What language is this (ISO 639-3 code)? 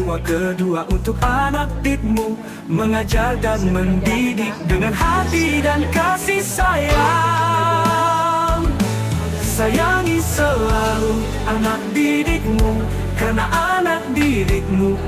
ind